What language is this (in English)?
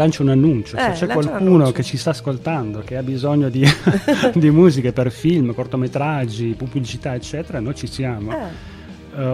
Italian